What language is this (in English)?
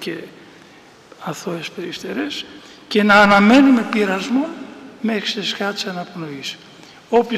Greek